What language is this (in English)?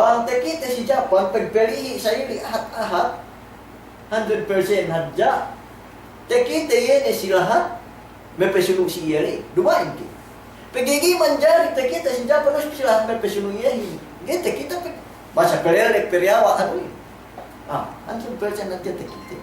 Yakan